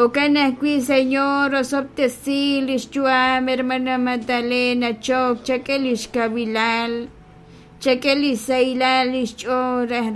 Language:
Kekchí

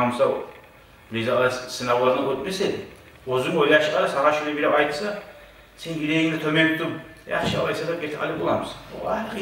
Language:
Kumyk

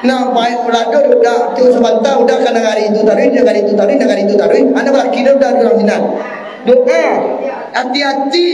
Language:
Minangkabau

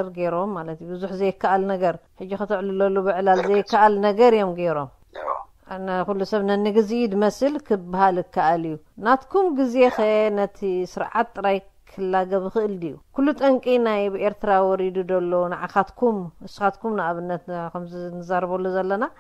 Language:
Tigrinya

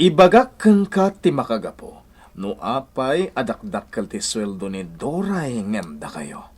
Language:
Iloko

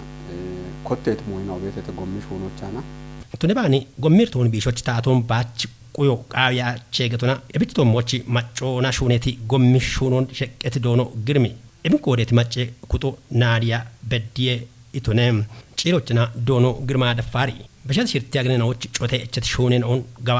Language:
Kafa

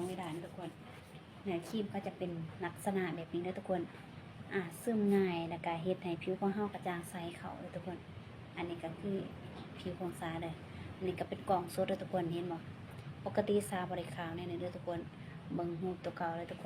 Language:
Lao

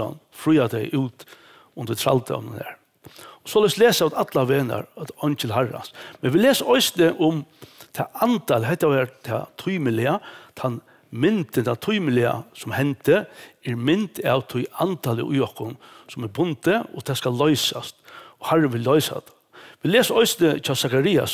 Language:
Faroese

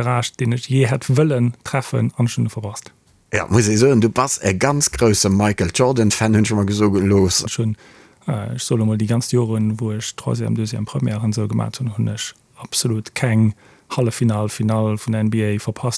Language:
Luxembourgish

